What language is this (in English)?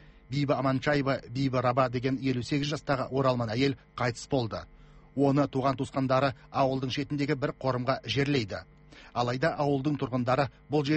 Kazakh